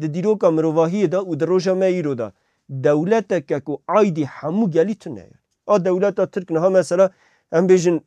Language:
Kurdish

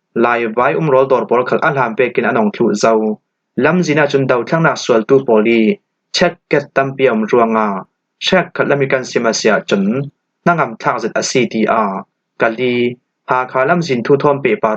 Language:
Falam Chin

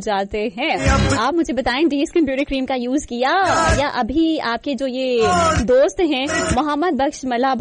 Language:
Hindi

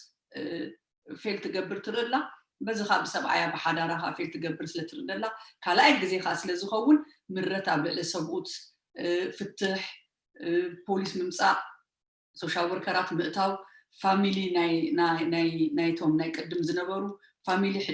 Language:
Tigrinya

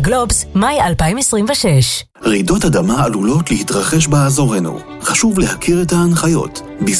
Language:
Hebrew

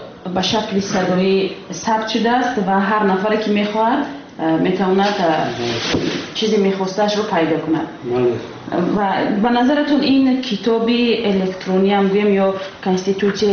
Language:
Tajik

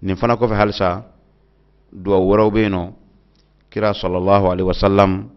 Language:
Bambara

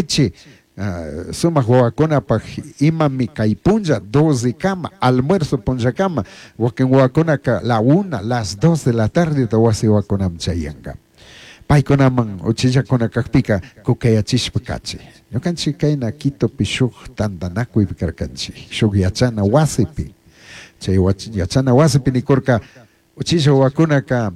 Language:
Chimborazo Highland Quichua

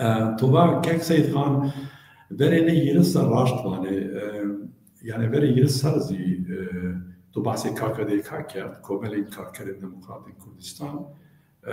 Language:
Zaza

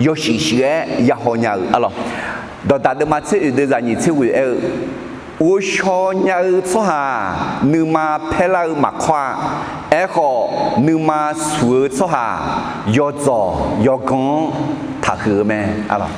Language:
Akha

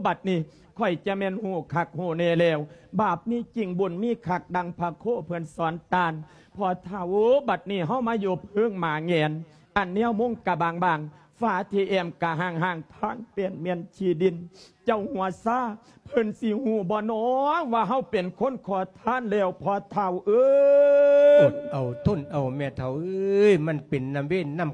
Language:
Lao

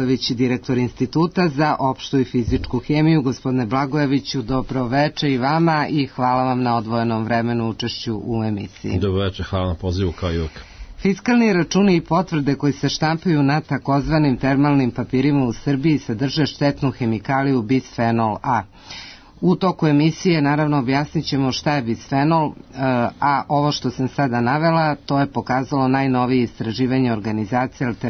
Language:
Serbian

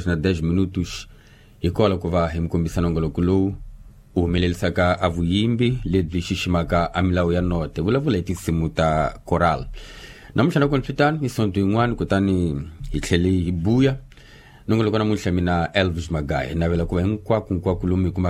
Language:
Tsonga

